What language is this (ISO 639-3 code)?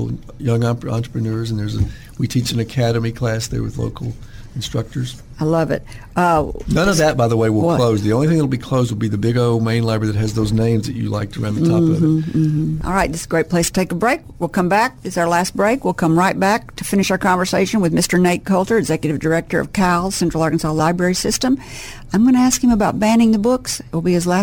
eng